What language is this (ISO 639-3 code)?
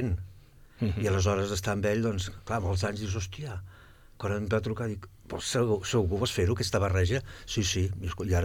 cat